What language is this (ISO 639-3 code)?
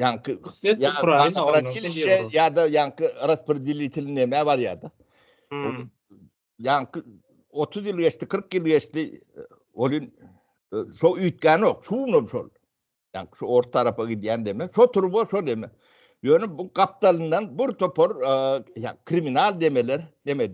tuk